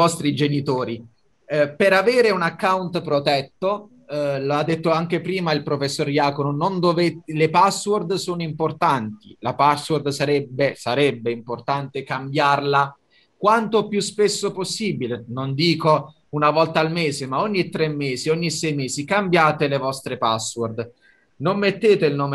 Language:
Italian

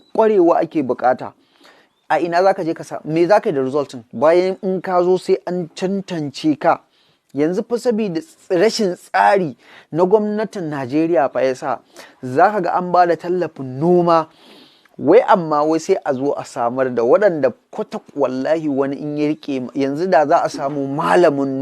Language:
Hausa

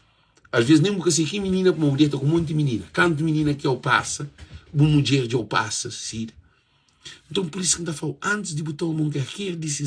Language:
Kabuverdianu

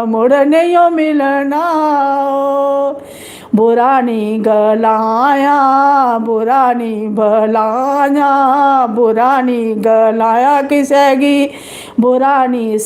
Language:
Dogri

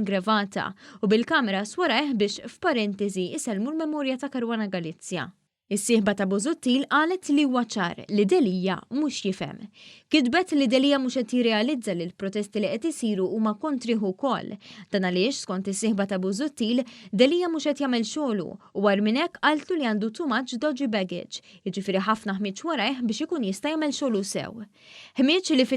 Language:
Maltese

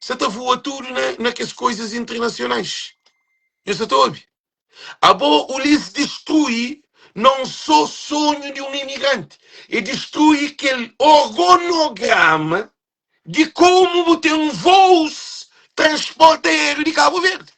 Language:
Kabuverdianu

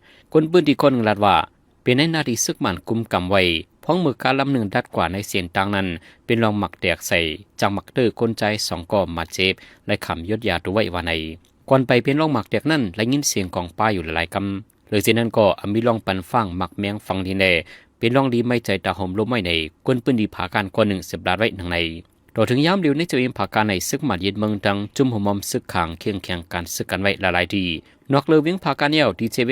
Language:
Shan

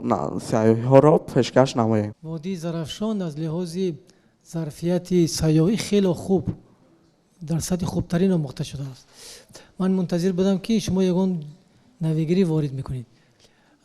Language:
Tajik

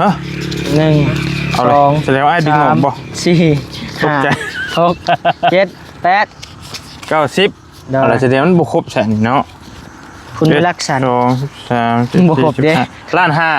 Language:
Northeastern Thai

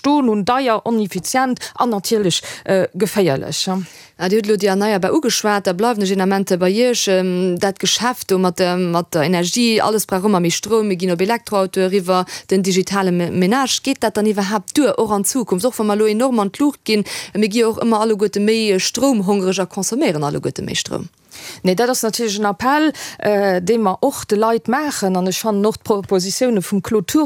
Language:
Luxembourgish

